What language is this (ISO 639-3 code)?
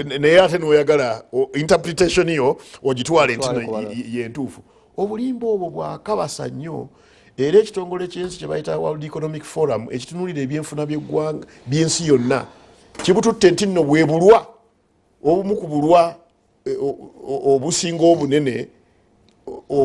lug